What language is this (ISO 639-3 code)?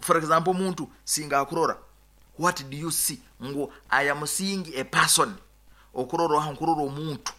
nyo